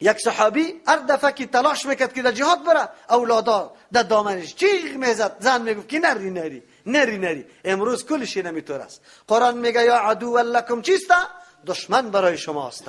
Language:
Persian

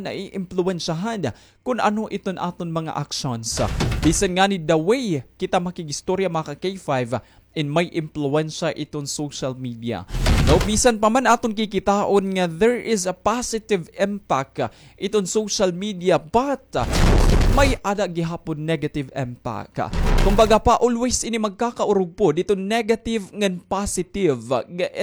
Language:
Waray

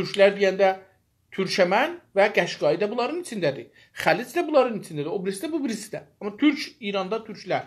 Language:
South Azerbaijani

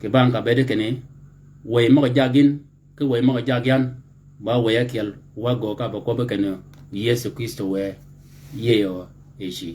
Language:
Shilluk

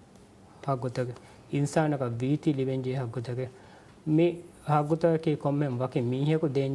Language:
Divehi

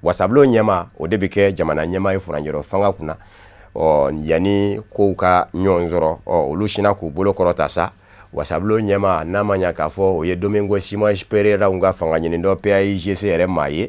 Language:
Bambara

